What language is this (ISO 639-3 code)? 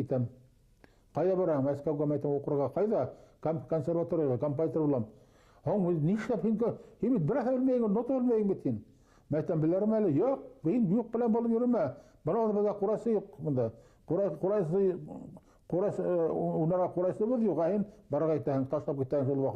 bak